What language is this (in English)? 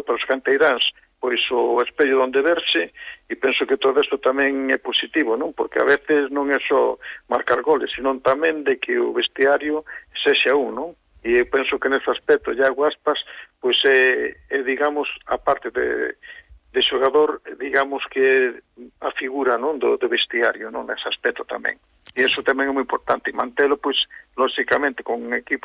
Galician